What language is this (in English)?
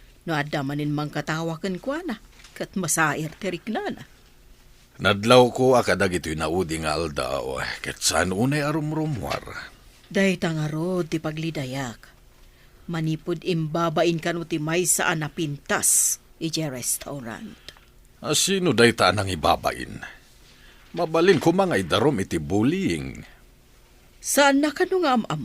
Iloko